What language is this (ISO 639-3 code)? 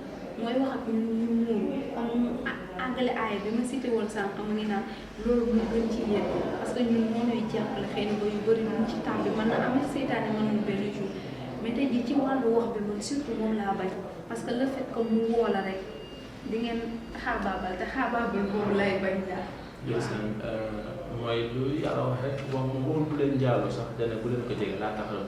wol